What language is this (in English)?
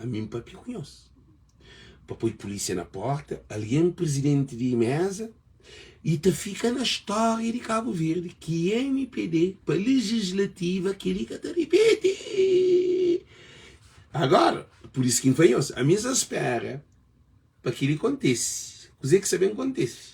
Kabuverdianu